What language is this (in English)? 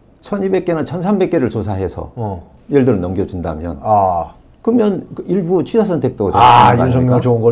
Korean